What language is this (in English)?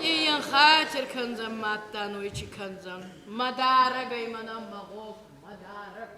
Ossetic